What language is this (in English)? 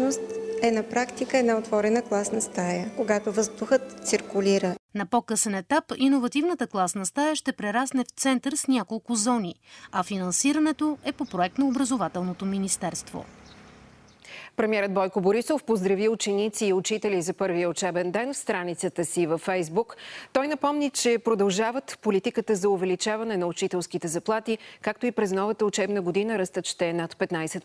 Bulgarian